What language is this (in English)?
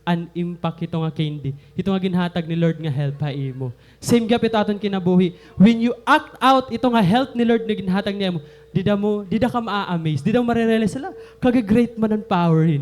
Waray